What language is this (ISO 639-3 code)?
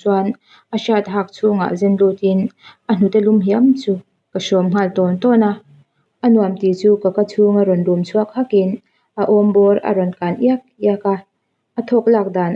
lus